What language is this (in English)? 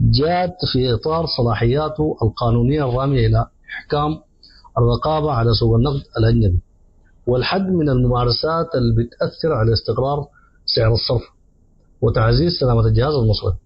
Sudanese Arabic